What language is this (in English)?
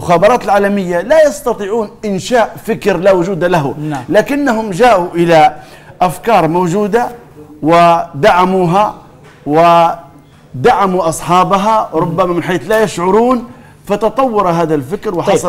Arabic